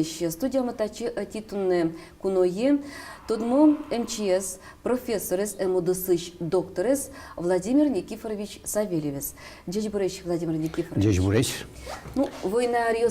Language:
Udmurt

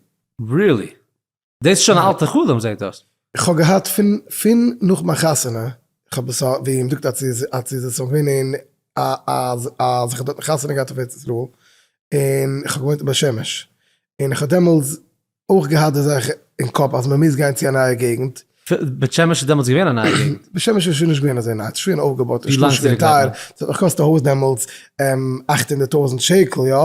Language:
Yiddish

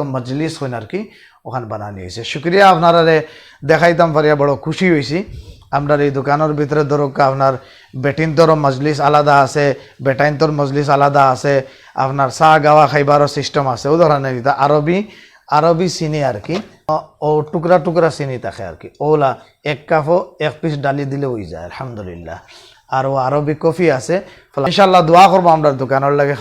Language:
Sylheti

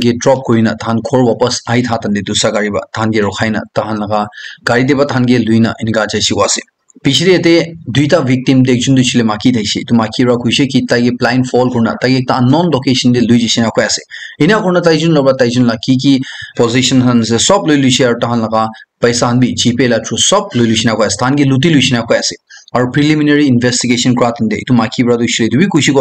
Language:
Naga Pidgin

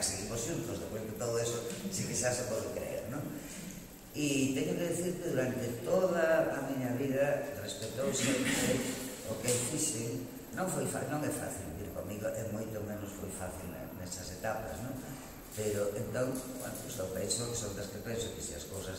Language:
Galician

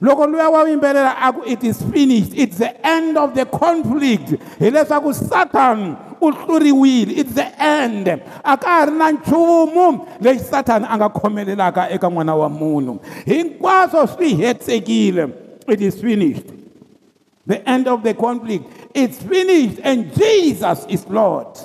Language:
Tsonga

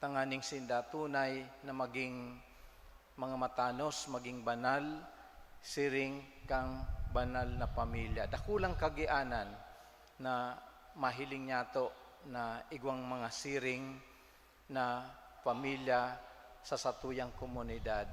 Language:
Bikol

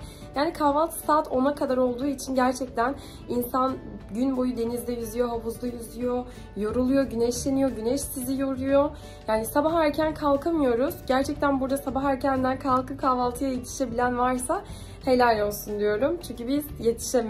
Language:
Turkish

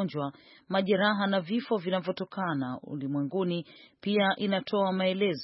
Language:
Swahili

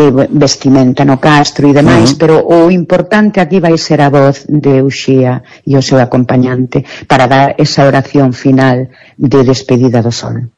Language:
Galician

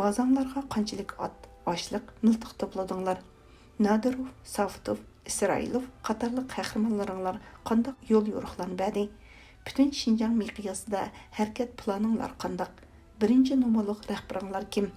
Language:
Uyghur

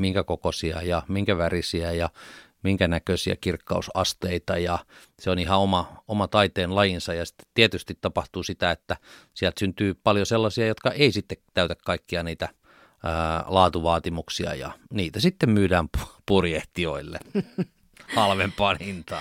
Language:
Finnish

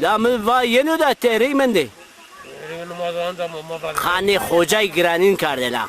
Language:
Zaza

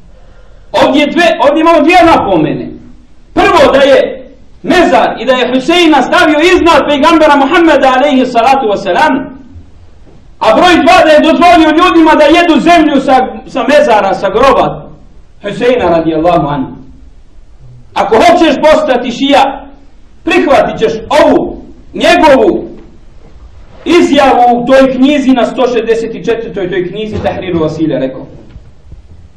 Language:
Bosnian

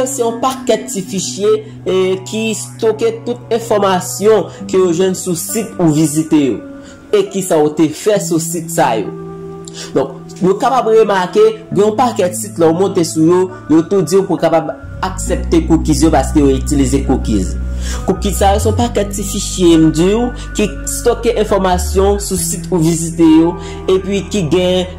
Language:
Haitian Creole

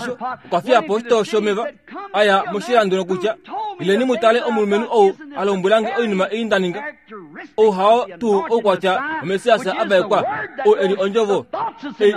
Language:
Kuanyama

